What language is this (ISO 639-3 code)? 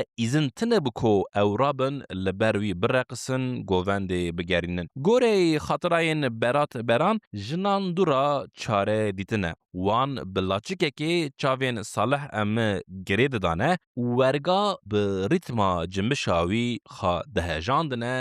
kur